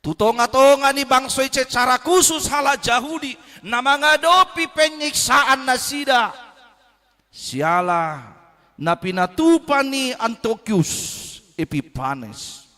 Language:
Batak Toba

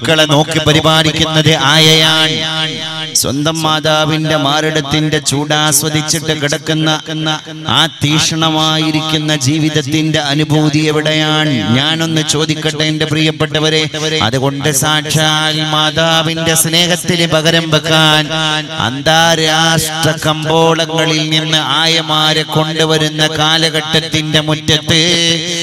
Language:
Malayalam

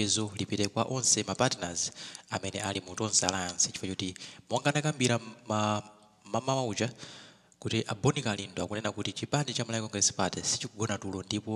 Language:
Nyanja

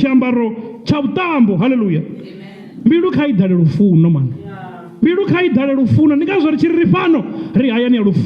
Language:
Venda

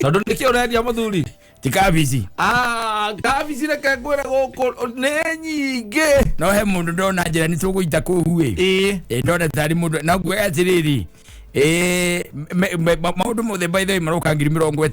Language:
Kikuyu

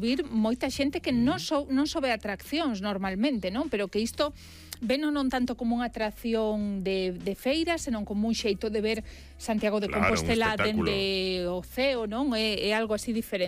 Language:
Galician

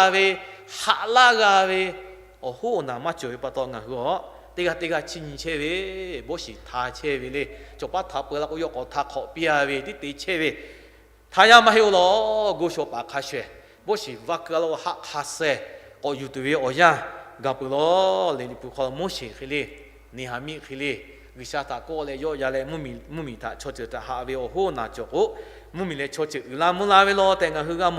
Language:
Lahu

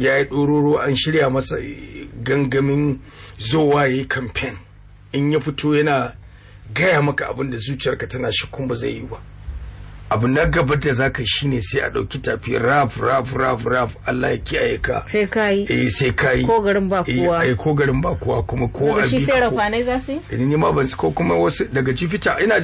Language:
Hausa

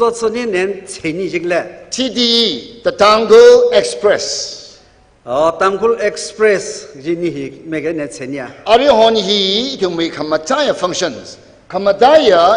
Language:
Tangkhul Naga (India)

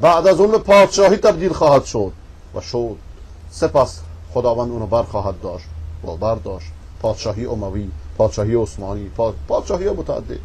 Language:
Persian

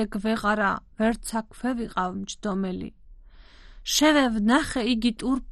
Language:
Georgian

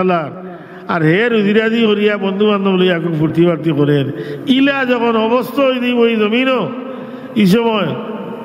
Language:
Sylheti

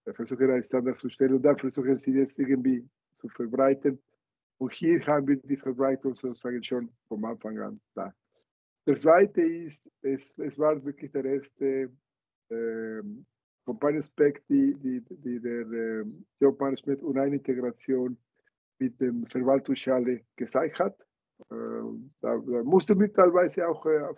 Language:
German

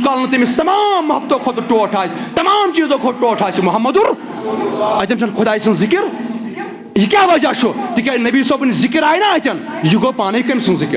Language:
Kashmiri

